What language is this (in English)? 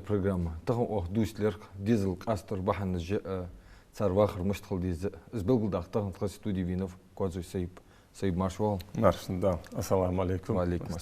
Ingush